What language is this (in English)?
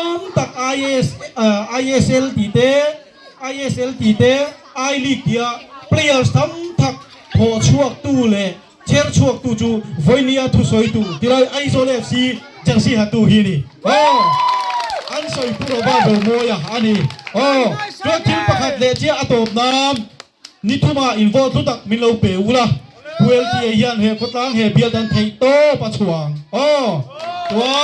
Mizo